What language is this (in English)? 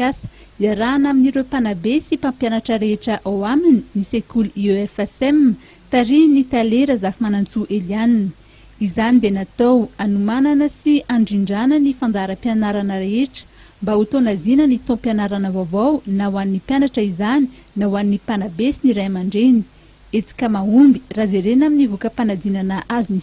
Malagasy